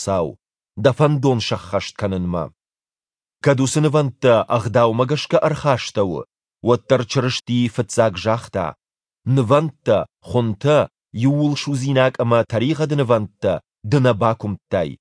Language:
Ossetic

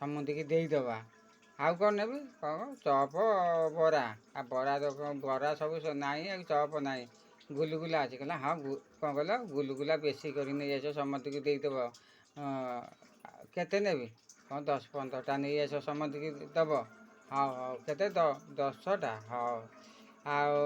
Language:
Odia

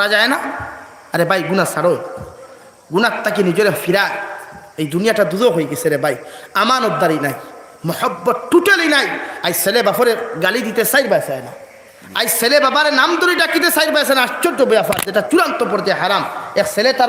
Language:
Sylheti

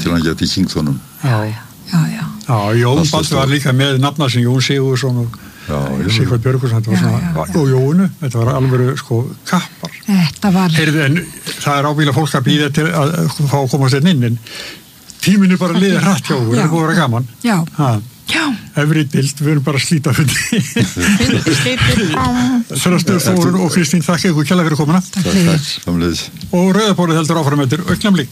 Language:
Icelandic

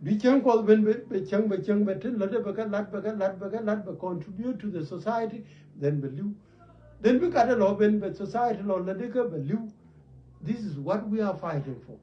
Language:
Nuer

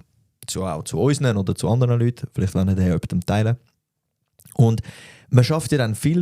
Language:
Swiss German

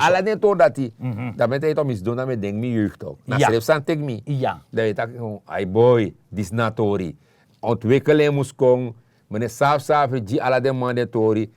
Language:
Sranan Tongo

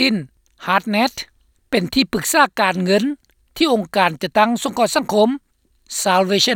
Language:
Lao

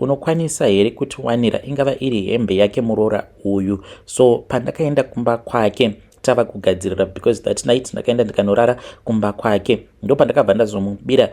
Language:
Shona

